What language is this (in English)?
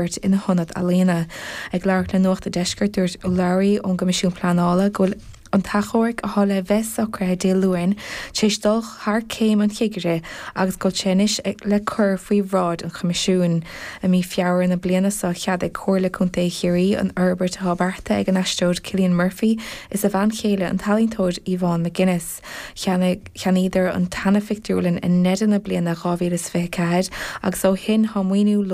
Irish